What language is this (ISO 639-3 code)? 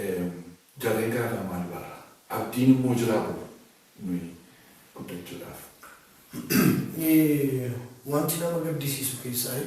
orm